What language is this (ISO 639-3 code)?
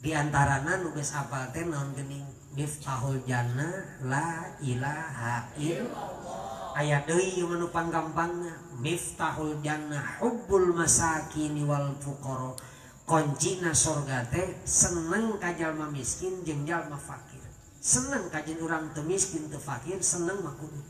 sun